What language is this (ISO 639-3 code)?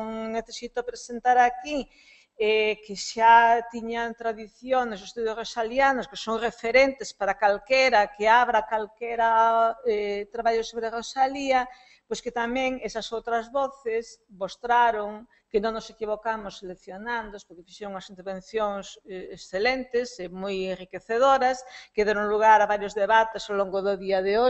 glg